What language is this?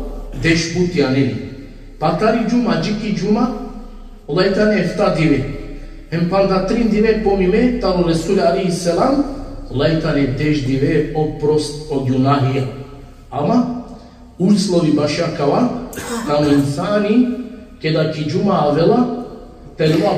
Balkan Romani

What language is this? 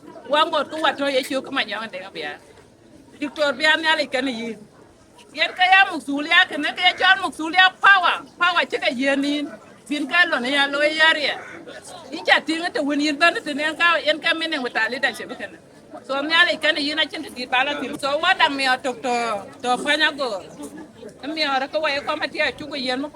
Dinka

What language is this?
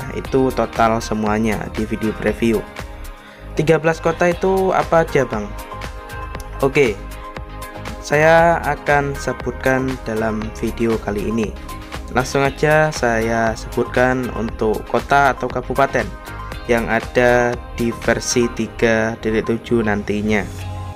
Indonesian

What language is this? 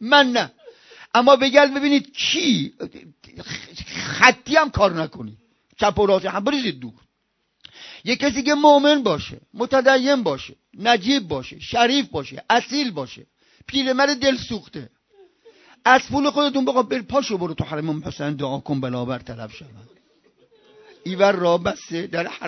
Persian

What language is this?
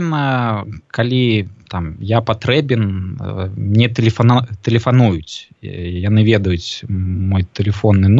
Belarusian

